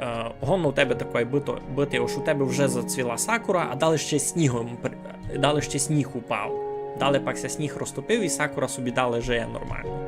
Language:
Rusyn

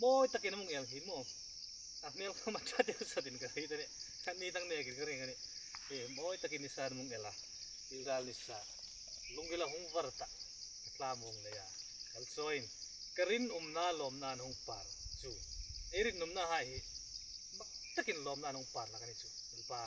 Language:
Hmar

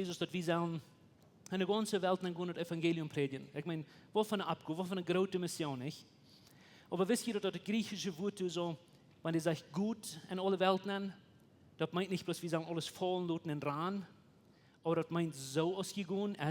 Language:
Plautdietsch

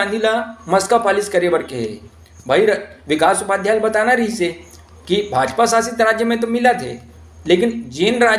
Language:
Chhattisgarhi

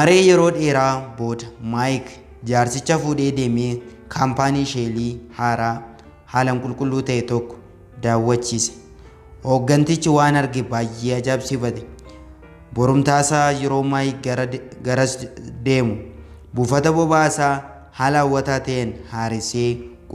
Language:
Oromo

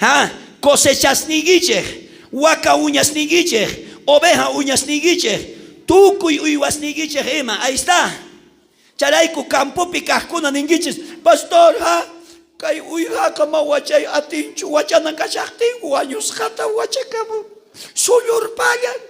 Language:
South Bolivian Quechua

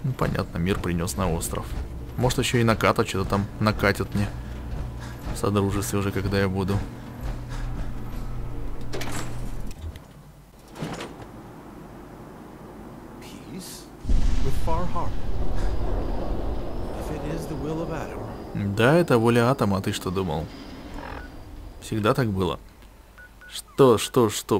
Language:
Russian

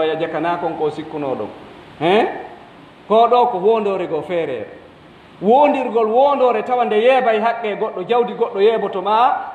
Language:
Pular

